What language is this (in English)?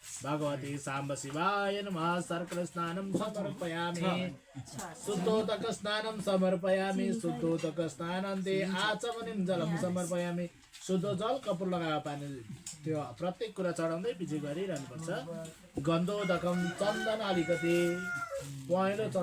Nepali